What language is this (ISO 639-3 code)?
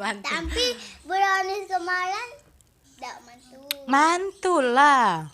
mui